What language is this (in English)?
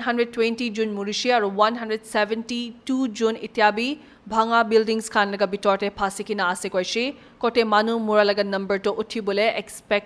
Naga Pidgin